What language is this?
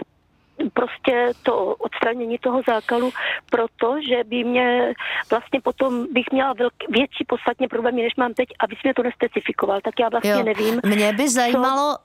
Czech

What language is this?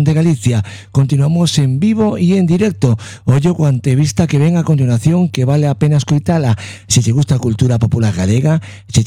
Galician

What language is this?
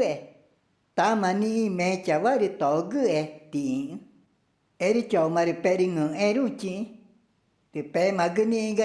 Ticuna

